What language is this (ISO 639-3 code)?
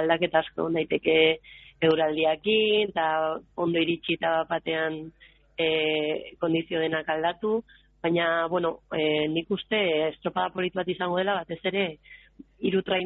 eus